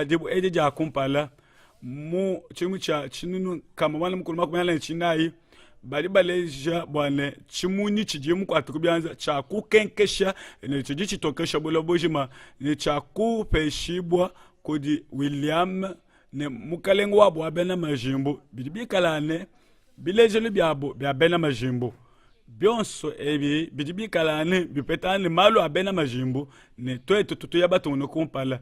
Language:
Luba-Lulua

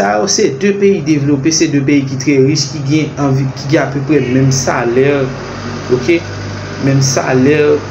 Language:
Haitian Creole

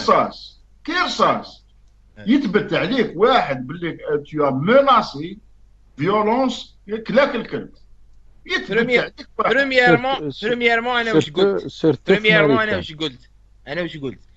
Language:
Algerian Arabic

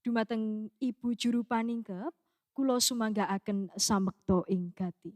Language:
Javanese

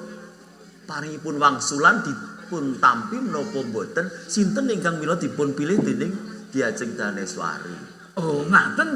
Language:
Javanese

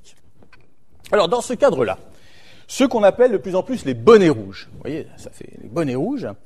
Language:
French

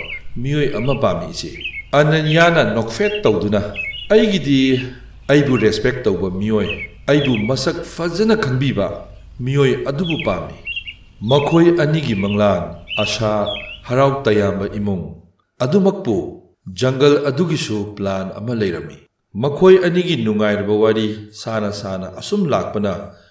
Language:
Manipuri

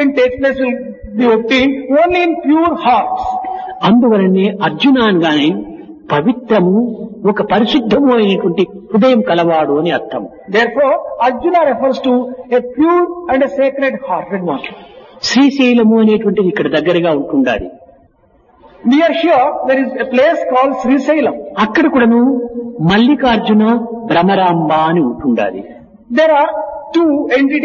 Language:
Telugu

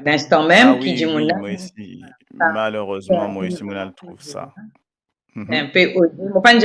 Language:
Morisyen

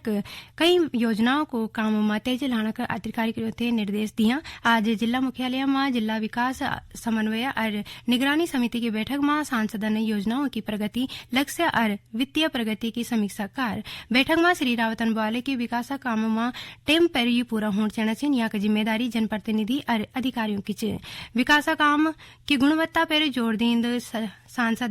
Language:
Garhwali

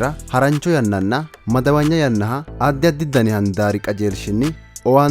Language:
Sidamo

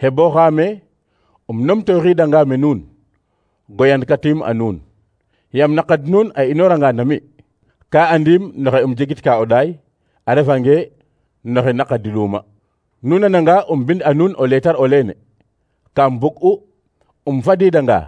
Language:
Serer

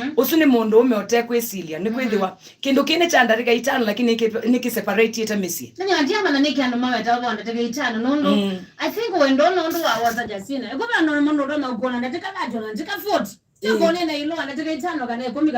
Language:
Kamba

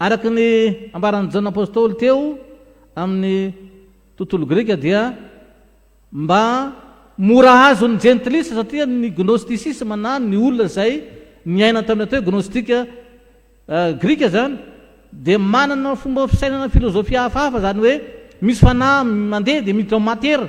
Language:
Malagasy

